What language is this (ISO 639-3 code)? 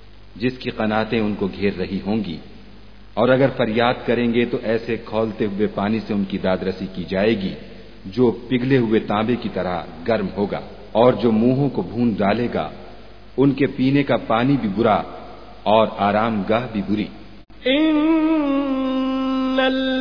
urd